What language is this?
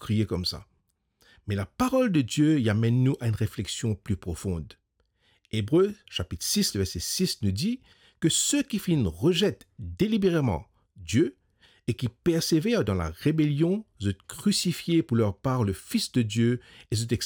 Morisyen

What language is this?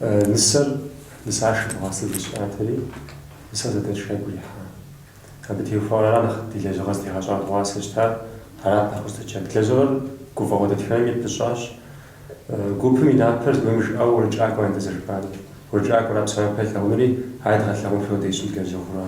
Kabardian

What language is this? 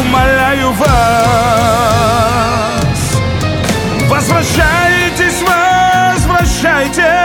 Russian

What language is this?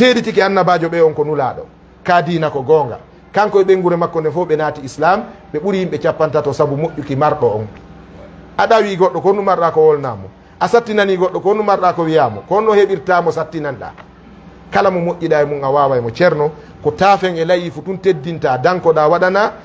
Fula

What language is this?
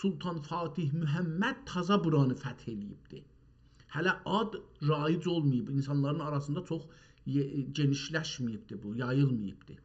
South Azerbaijani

